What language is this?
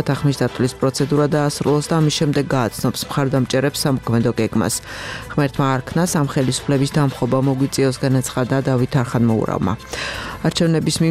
Georgian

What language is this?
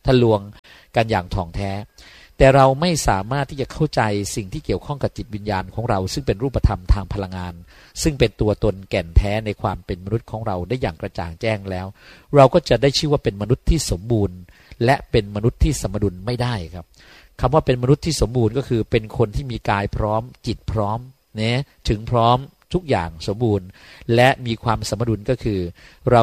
Thai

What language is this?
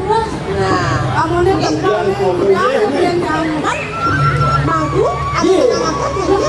Balinese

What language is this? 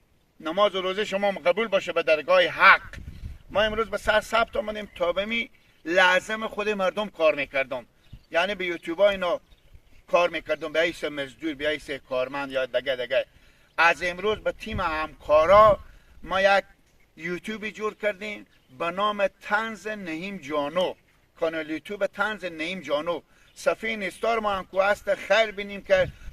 Hazaragi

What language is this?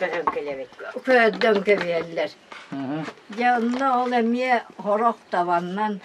Yakut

